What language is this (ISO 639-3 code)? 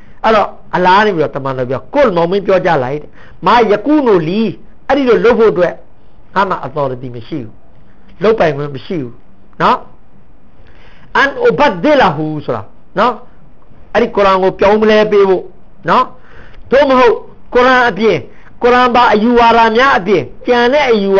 mya